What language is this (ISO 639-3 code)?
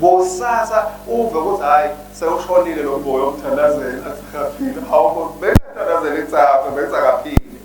ssw